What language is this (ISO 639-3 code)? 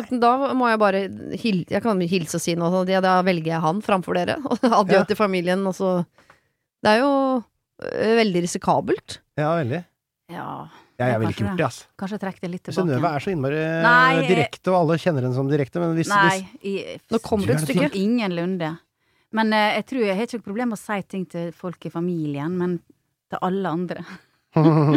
nor